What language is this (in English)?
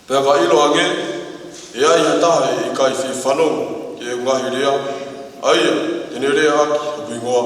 Tongan